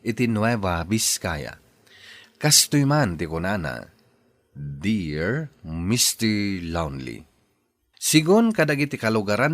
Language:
Iloko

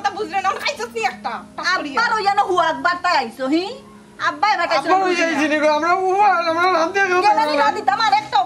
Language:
Sylheti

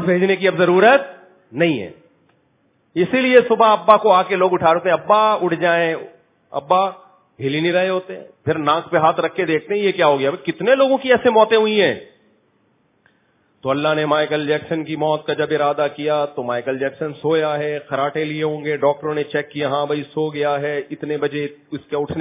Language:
Urdu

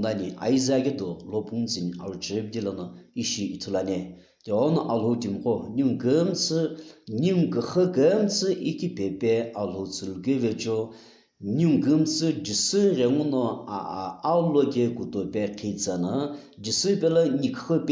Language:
Sumi Naga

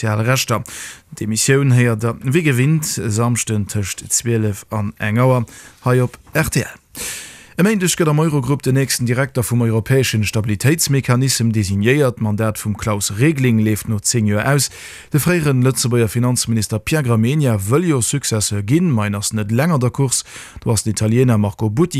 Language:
Luxembourgish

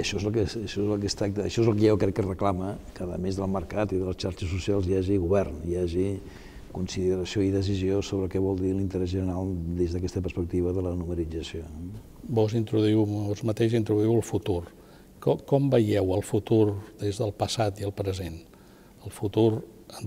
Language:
Catalan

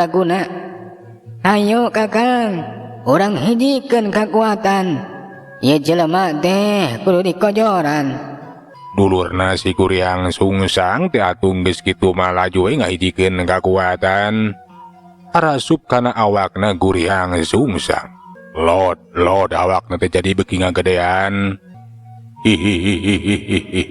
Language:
Sundanese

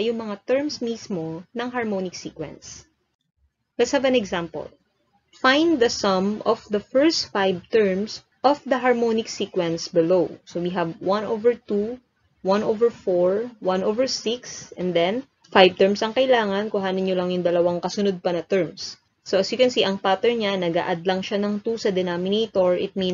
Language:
Filipino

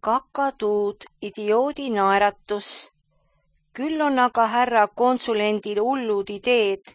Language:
Estonian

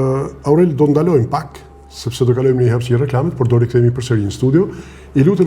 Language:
Albanian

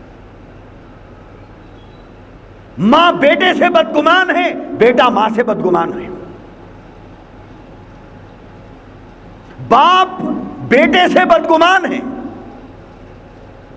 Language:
Urdu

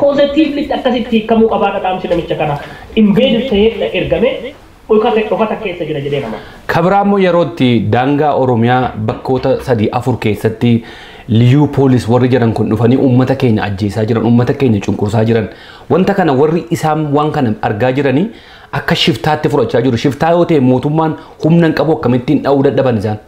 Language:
Oromo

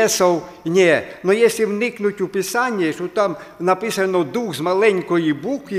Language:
Ukrainian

